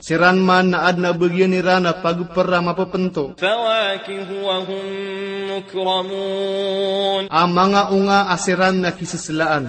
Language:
Maranao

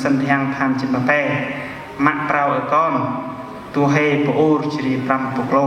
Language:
Central Mnong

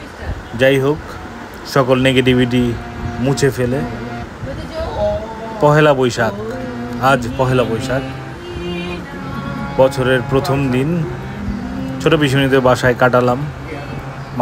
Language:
Bangla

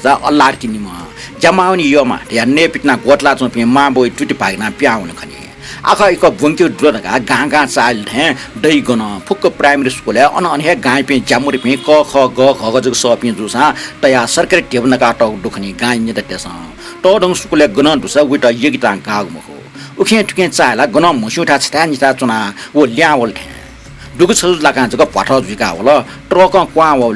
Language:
Newari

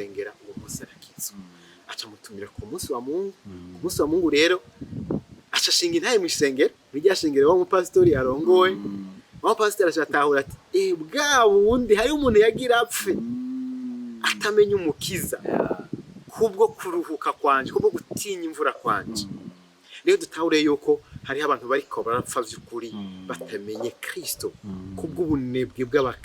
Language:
Rundi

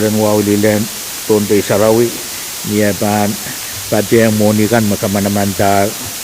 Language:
Pohnpeian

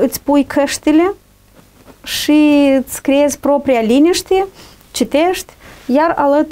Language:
Romanian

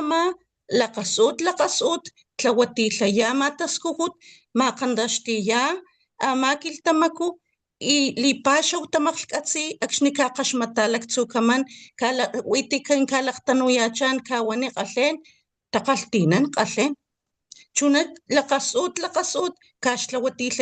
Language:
Papantla Totonac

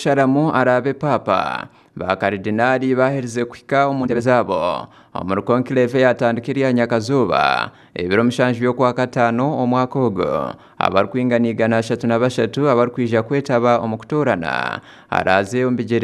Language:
Nyankole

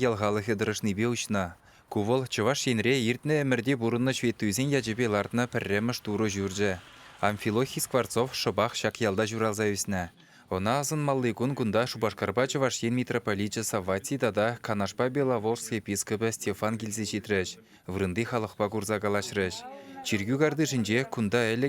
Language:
Chuvash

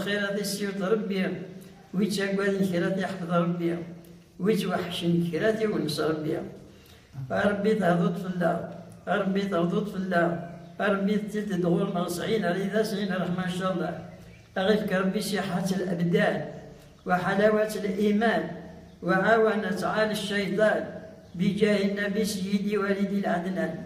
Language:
Kabyle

